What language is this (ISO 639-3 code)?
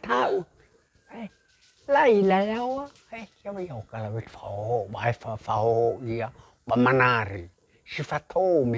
nia